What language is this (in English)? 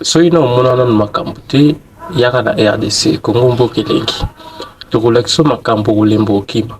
Lingala